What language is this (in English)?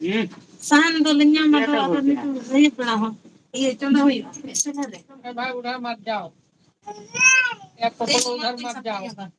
Santali